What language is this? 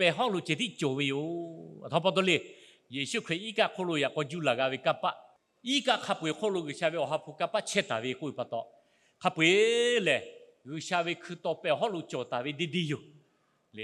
Lahu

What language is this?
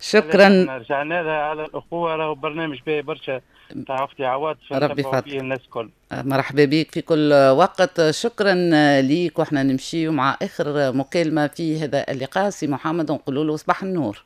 Tunisian Arabic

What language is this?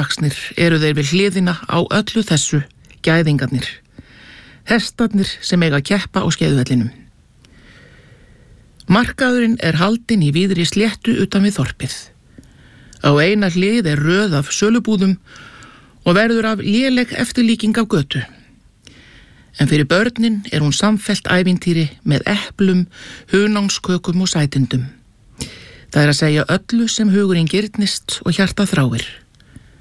Icelandic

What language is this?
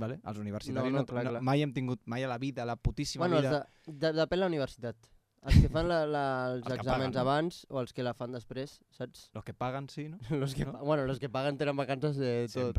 Catalan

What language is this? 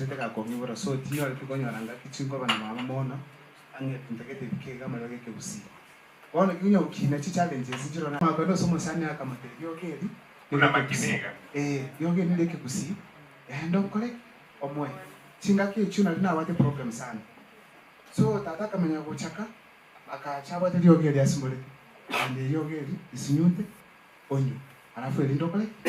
Gusii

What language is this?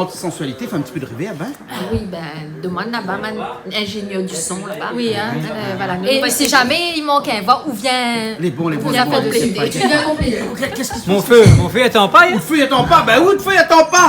Réunion Creole French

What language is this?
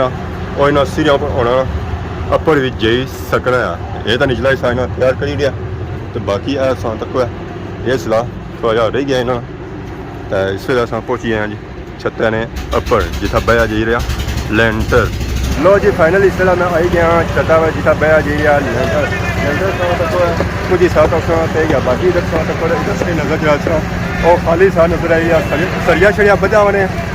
Pahari-Potwari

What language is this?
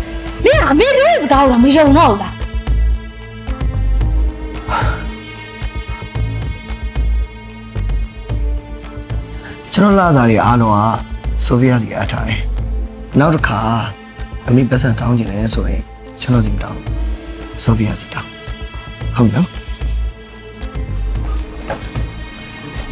Burmese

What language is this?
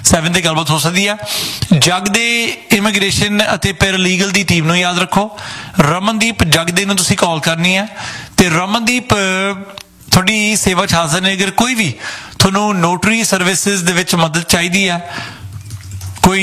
Punjabi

